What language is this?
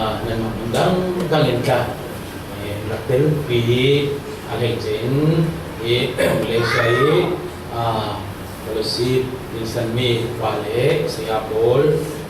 Falam Chin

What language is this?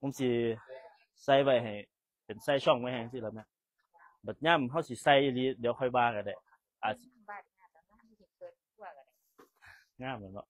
Northeastern Thai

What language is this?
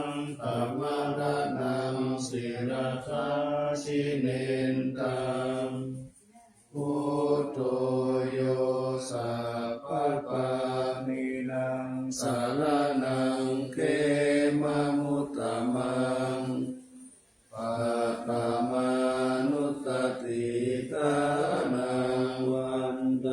Pali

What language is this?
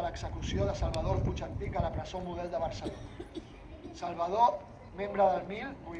Catalan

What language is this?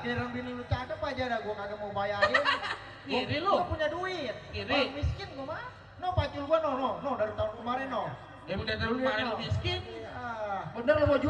Betawi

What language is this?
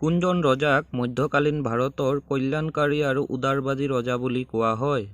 Assamese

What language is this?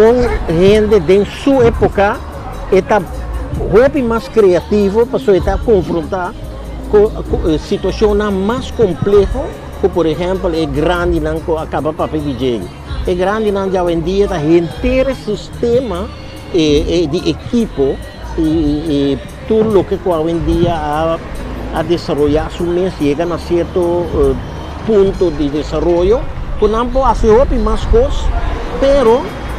Papiamento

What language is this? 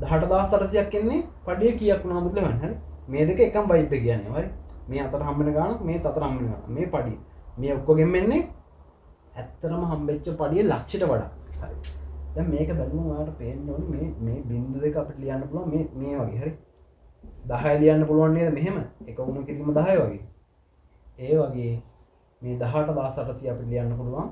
Sinhala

